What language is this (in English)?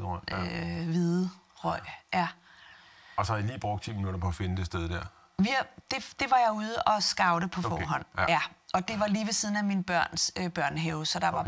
Danish